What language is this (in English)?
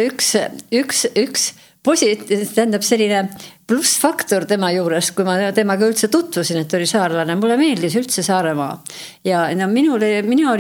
Estonian